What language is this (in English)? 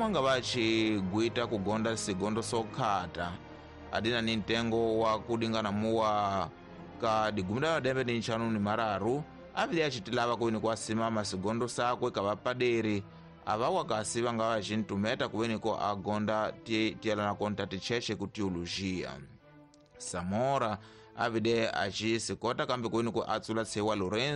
Tsonga